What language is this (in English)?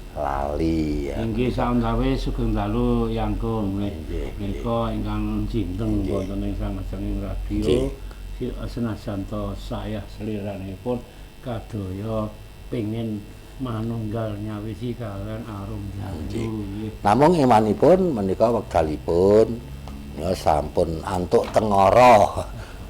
Javanese